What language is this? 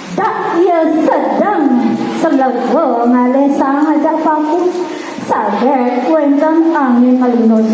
Balinese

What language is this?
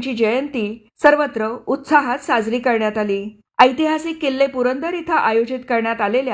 Marathi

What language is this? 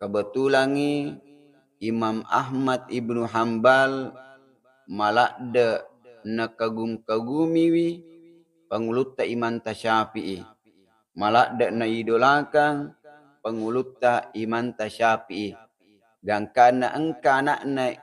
Buginese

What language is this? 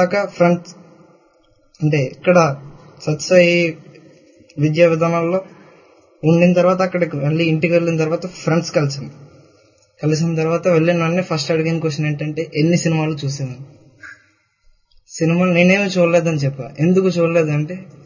Telugu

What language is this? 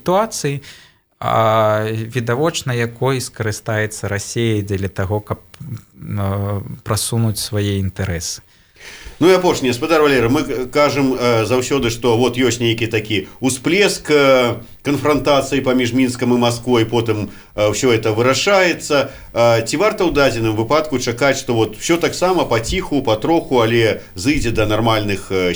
Belarusian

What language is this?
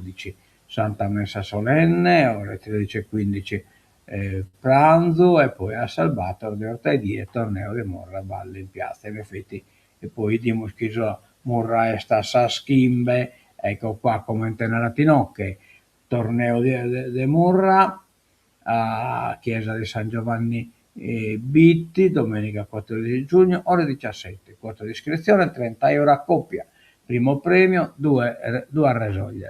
Sardinian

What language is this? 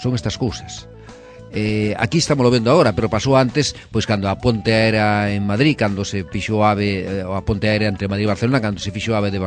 Galician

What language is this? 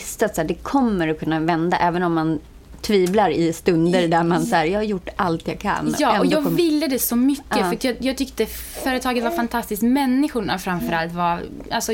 Swedish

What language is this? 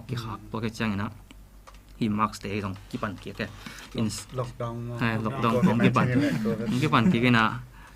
Tedim Chin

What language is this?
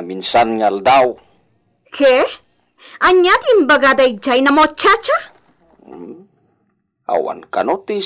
Iloko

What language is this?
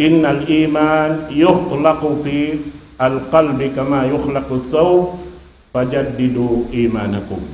Tausug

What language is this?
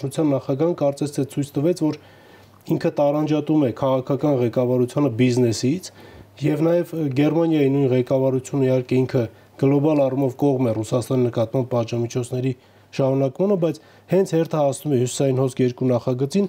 Armenian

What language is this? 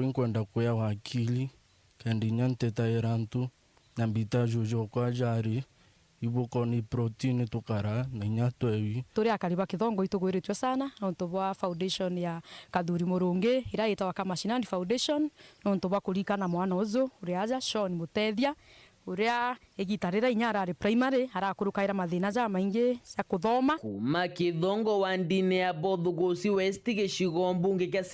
Meru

